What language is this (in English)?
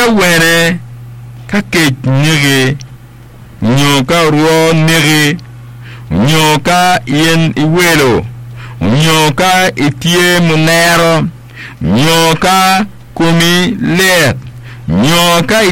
Acoli